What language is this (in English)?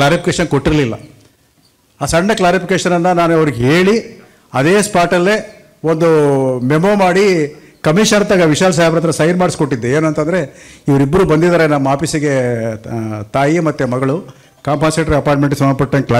Kannada